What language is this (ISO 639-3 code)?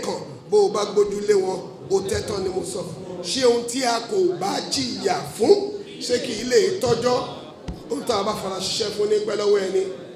yor